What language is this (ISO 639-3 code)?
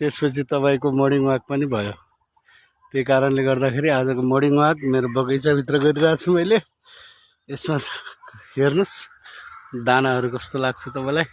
nep